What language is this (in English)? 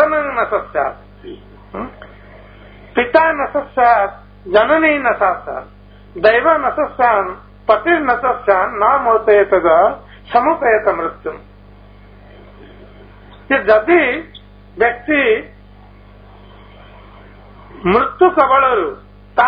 Odia